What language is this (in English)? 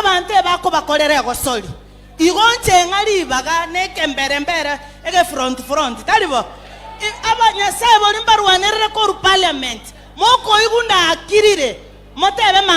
Gusii